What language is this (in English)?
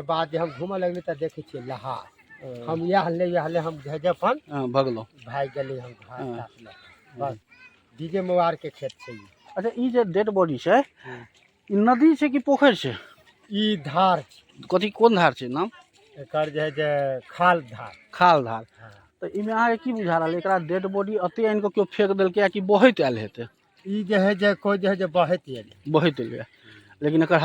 Maithili